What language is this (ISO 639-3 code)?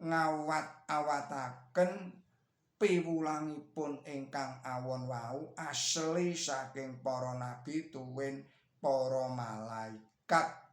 jav